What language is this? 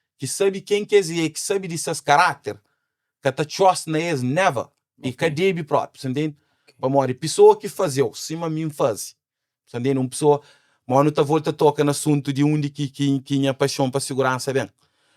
Kabuverdianu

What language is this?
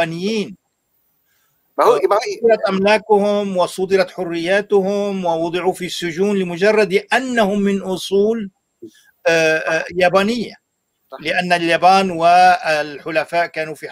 Arabic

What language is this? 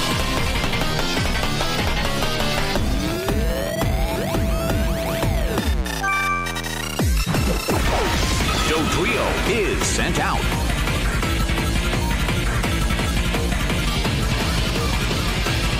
English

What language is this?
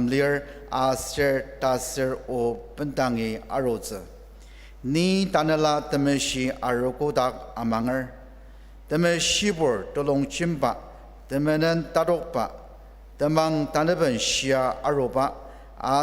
Ao Naga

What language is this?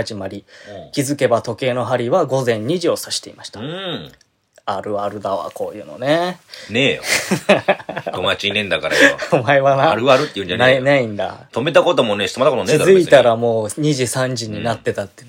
Japanese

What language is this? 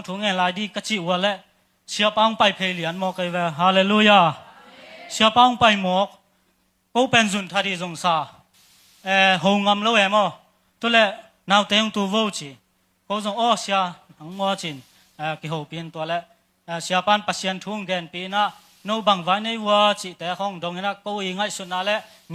Tedim Chin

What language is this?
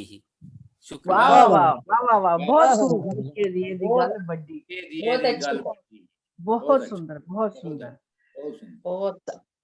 Dogri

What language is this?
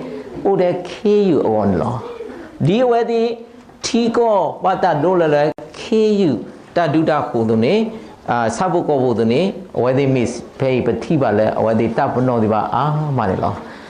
S'gaw Karen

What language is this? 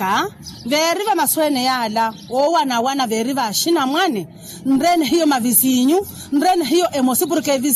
Makhuwa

